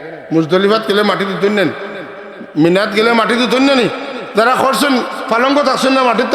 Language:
Sylheti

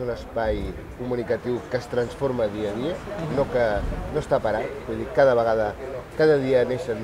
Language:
Catalan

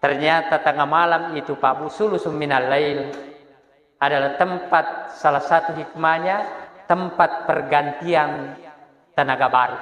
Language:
Buginese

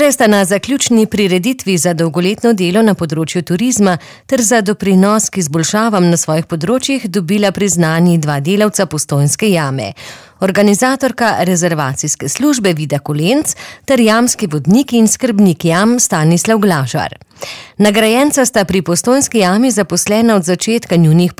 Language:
Slovenian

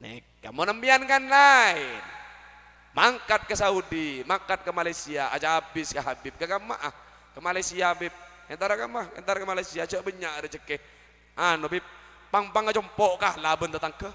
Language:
Madurese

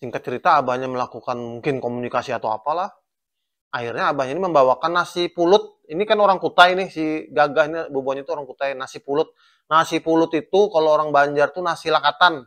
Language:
Banjar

